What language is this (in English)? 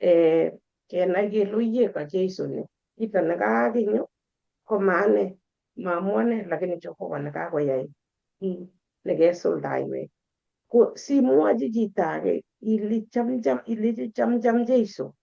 Kalenjin